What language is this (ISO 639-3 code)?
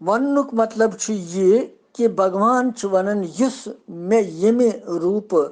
kas